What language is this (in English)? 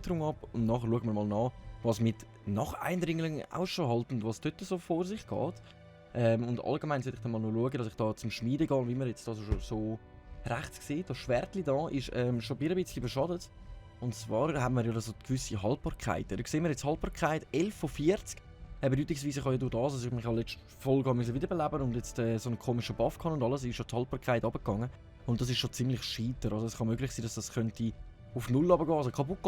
Swiss German